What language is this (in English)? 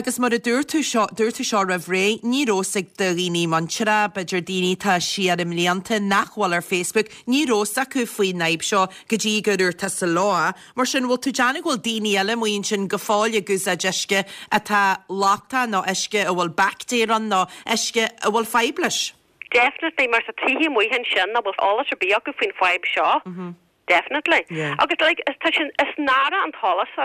Irish